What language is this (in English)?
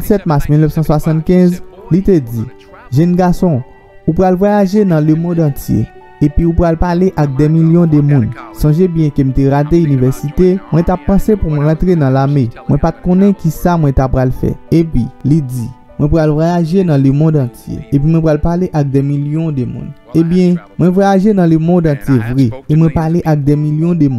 Haitian Creole